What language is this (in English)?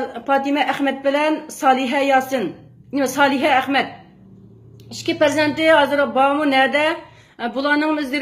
Uyghur